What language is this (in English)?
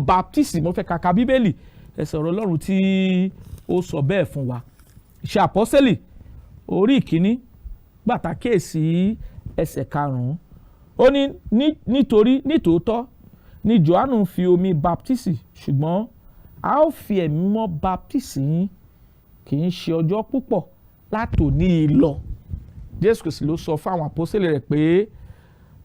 Yoruba